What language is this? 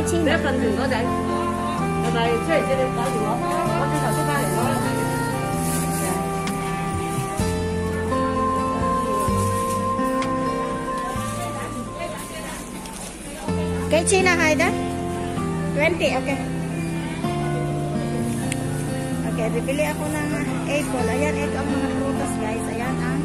Filipino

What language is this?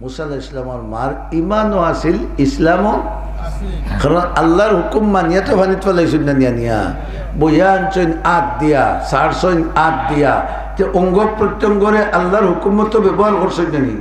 Sylheti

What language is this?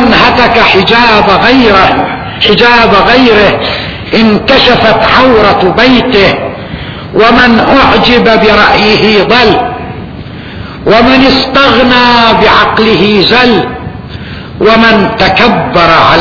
Arabic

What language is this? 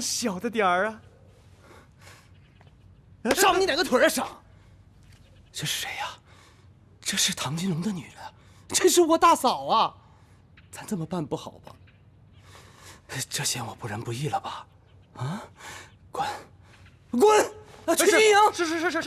Chinese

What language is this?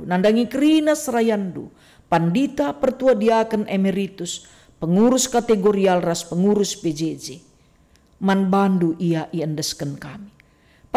Batak Karo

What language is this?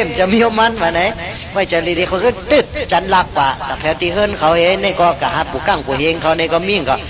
Shan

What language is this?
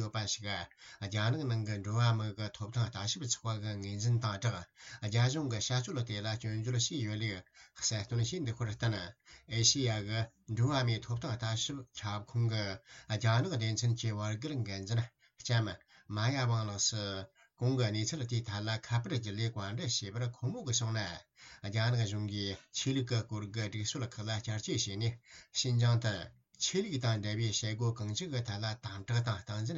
Tibetan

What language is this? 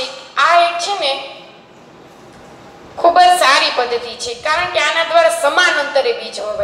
Gujarati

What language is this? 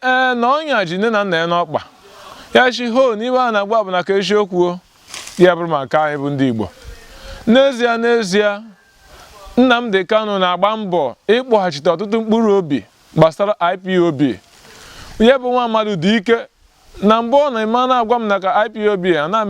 Igbo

